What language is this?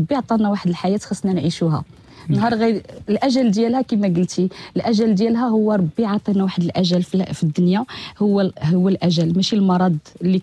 Moroccan Arabic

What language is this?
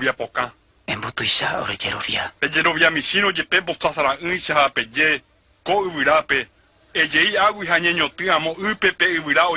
Guarani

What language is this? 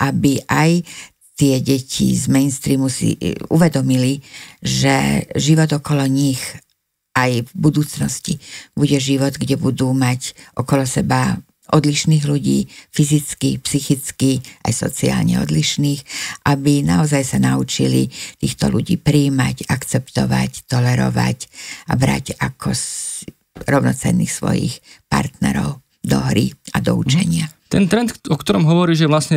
Slovak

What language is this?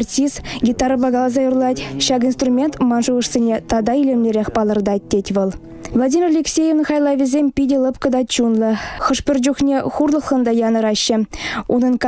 Chuvash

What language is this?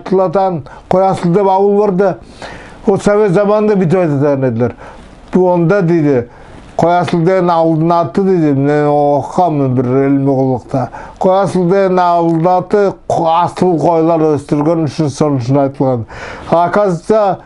Nogai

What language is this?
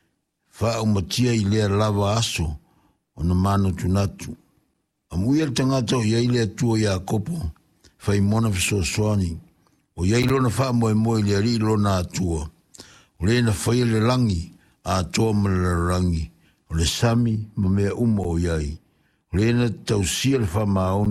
Samoan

